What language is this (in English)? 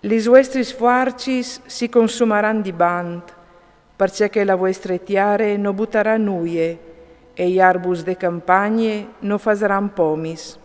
Friulian